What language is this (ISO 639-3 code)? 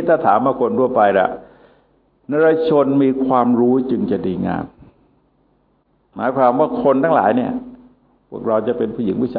tha